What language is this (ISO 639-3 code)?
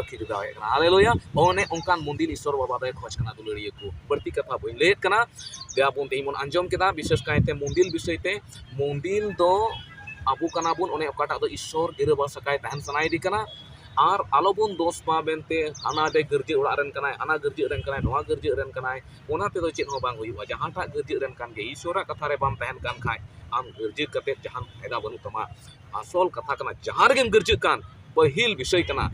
sat